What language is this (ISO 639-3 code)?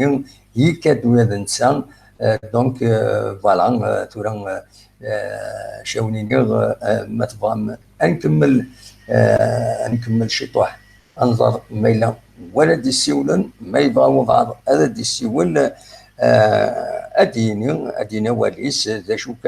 kab